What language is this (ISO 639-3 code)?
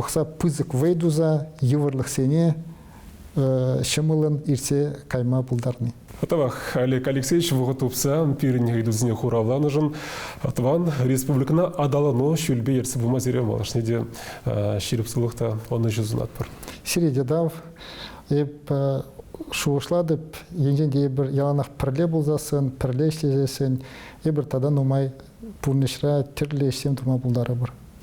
chv